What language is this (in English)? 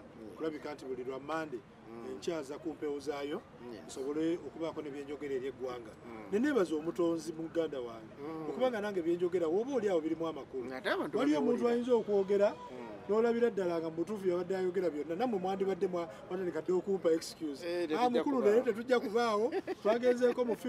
Ganda